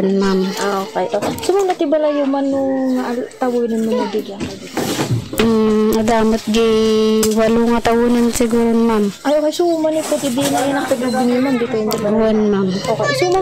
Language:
Iloko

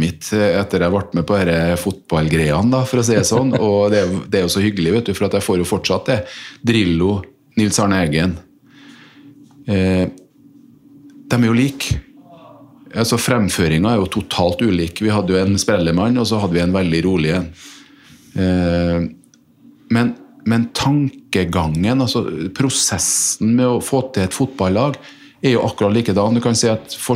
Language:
Norwegian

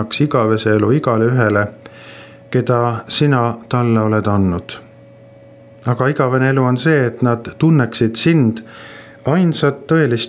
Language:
Estonian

